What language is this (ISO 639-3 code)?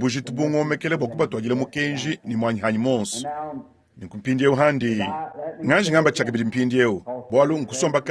lua